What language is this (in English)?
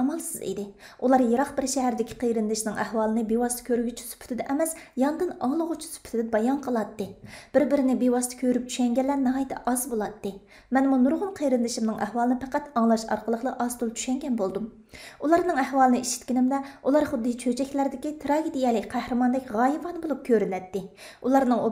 Uyghur